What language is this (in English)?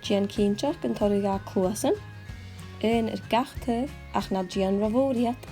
Scottish Gaelic